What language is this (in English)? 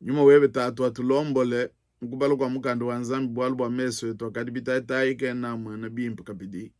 Luba-Lulua